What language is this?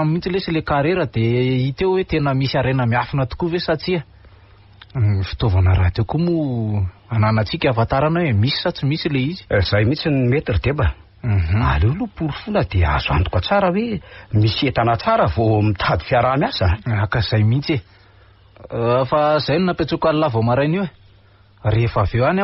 Malagasy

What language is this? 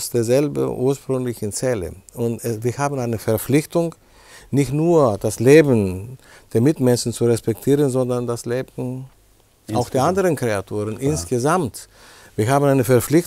German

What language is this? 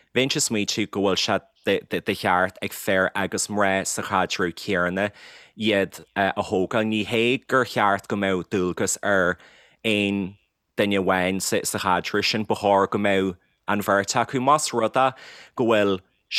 Irish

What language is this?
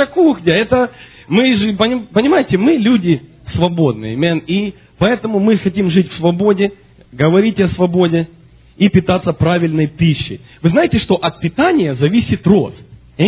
Russian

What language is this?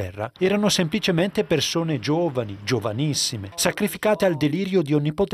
Italian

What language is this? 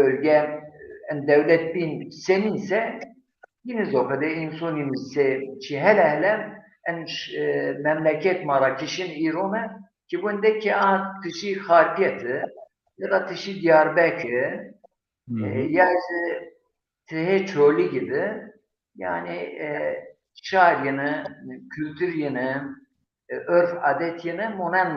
Zaza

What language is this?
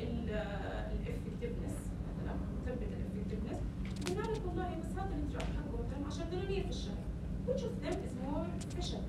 North Levantine Arabic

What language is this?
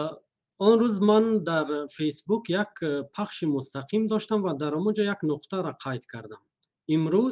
Tajik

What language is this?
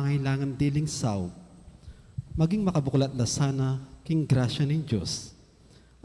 Pampanga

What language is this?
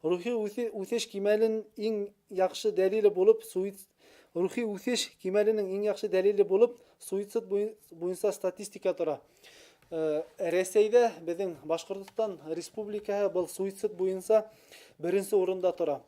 Bashkir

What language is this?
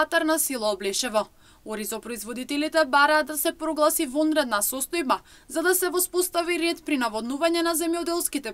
Macedonian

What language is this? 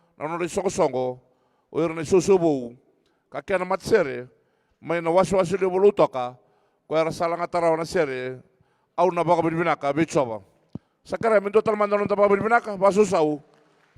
Fijian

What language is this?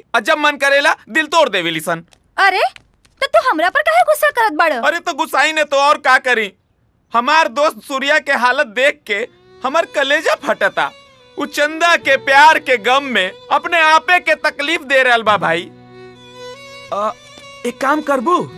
Bhojpuri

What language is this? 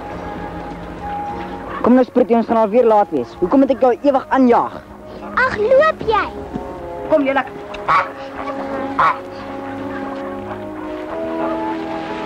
Afrikaans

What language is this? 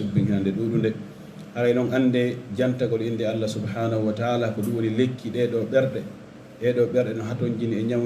Pular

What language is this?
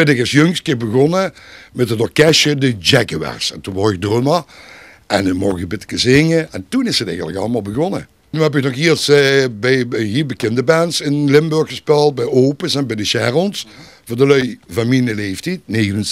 Limburgish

